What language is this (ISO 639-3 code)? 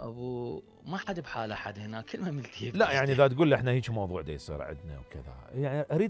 acm